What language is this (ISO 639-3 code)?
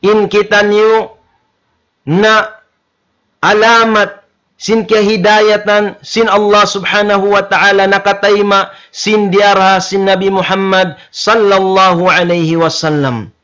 tsg